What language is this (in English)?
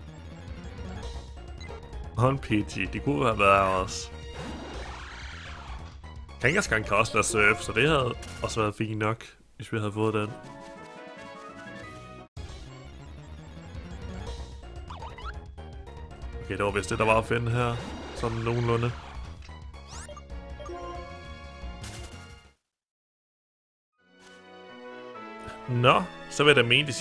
Danish